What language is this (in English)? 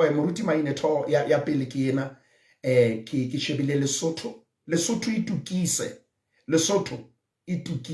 Southern Sotho